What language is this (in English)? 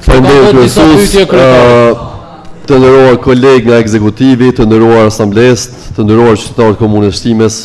Albanian